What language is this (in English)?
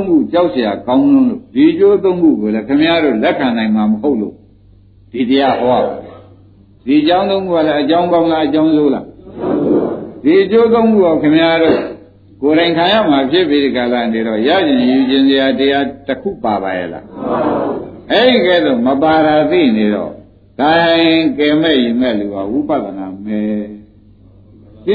Burmese